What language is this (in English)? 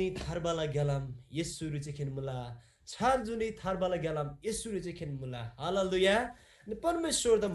Eastern Tamang